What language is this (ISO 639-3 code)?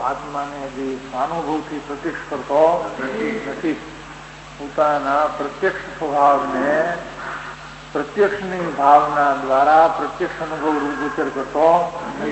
guj